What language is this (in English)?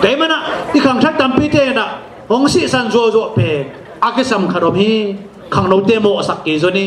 Tedim Chin